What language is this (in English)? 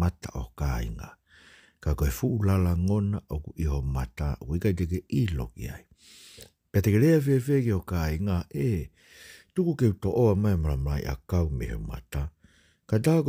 Tongan